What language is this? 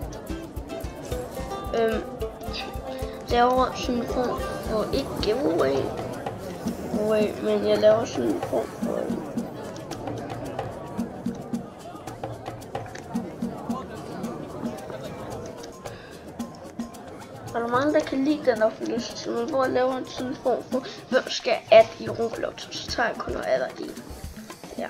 Danish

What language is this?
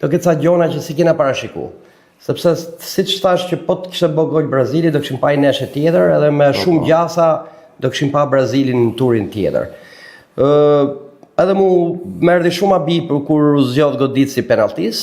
Albanian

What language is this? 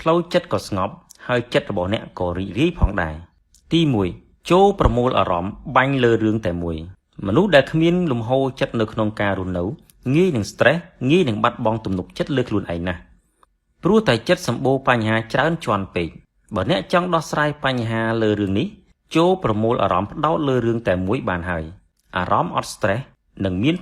Khmer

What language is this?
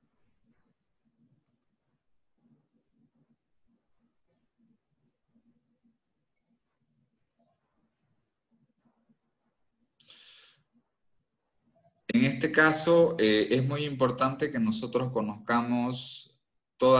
Spanish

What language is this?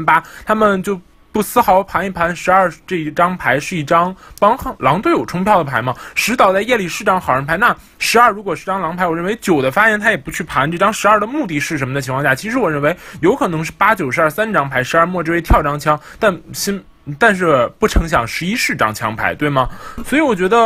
Chinese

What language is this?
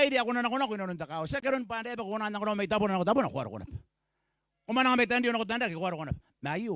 Gilbertese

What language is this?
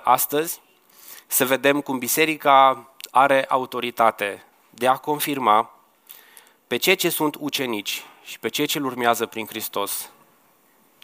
Romanian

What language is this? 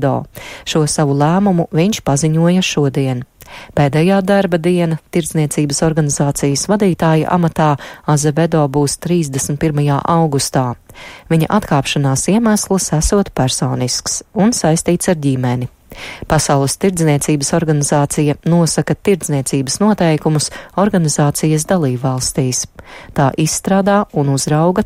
Latvian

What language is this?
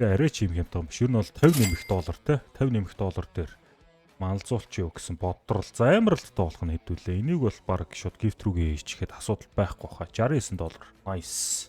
Mongolian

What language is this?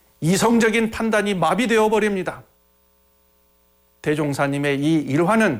Korean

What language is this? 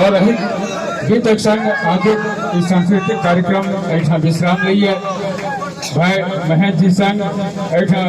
Maithili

